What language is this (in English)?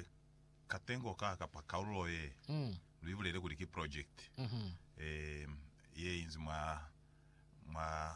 Lozi